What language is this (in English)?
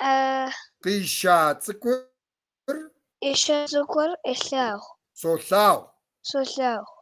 Kabardian